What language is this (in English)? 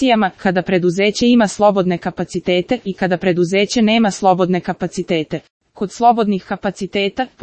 Serbian